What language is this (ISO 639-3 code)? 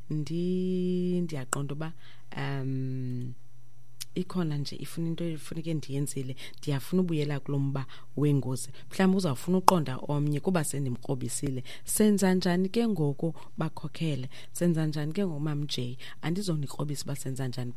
xho